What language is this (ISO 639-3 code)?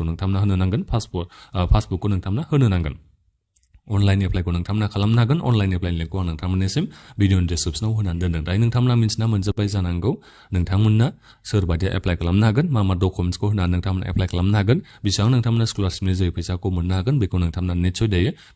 brx